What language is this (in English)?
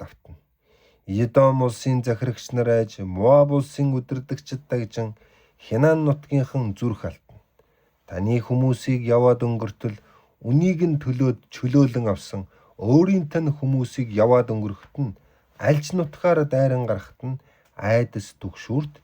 Mongolian